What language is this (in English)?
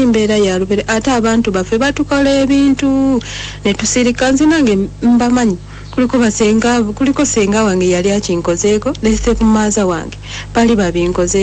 Ganda